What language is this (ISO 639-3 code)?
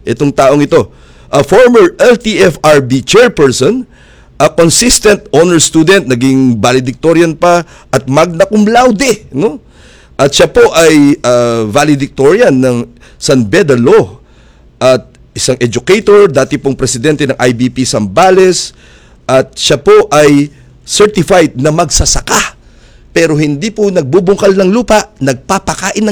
fil